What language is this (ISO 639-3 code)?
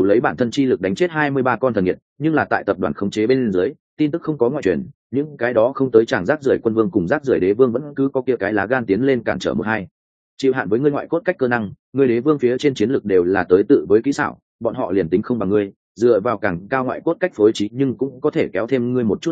vie